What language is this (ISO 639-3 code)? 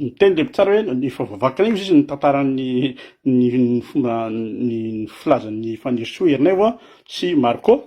mlg